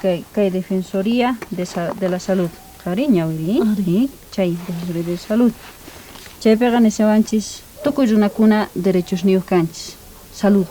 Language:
South Bolivian Quechua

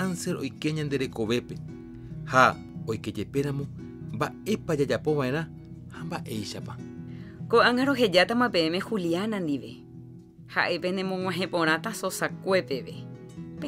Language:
Guarani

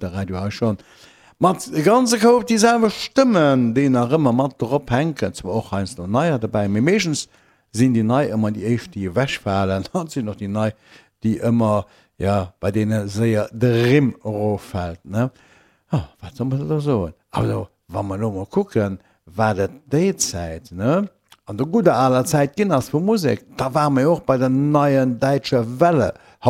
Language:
Luxembourgish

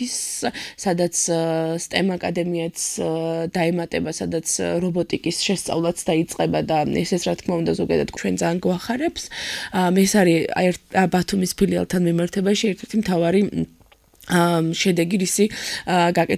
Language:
Georgian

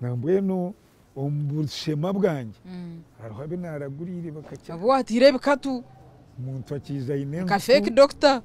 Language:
Nyankole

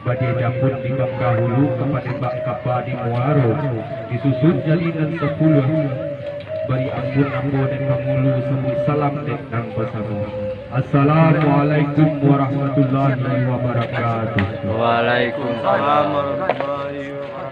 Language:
Minangkabau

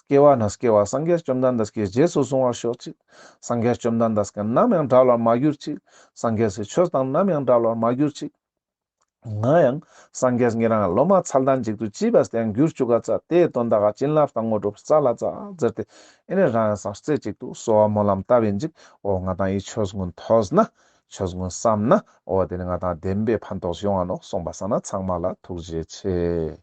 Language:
Ladakhi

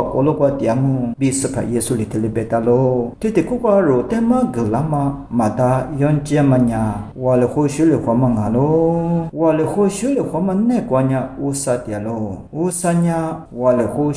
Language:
Lisu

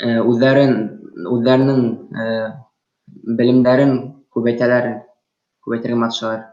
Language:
Bashkir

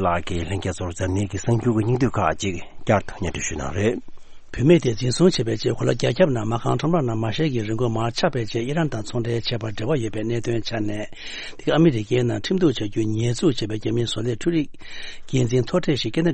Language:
Tibetan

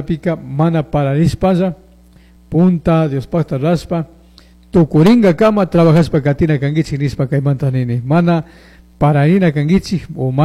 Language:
Chimborazo Highland Quichua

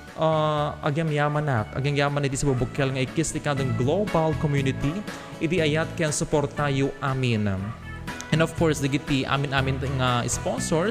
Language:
Iloko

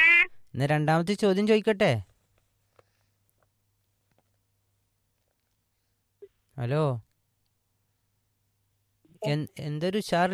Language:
Malayalam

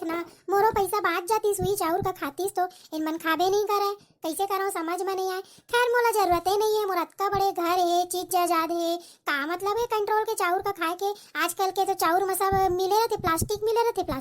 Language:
Chhattisgarhi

